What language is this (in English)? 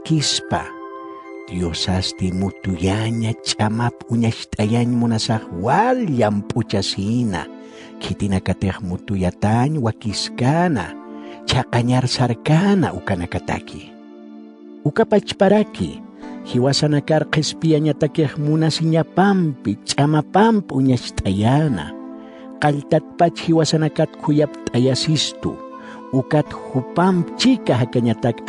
Aymara